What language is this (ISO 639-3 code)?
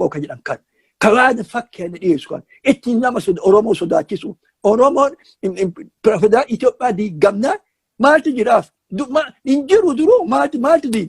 orm